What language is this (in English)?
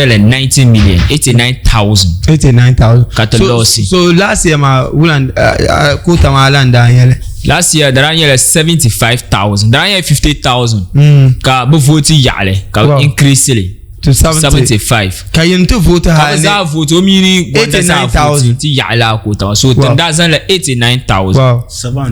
Dagbani